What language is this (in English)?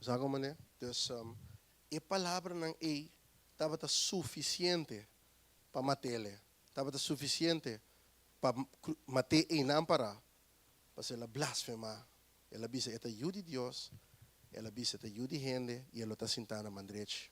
Papiamento